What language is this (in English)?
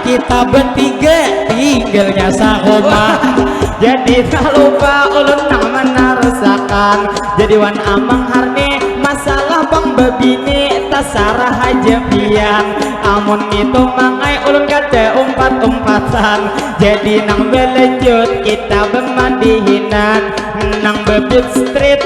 Banjar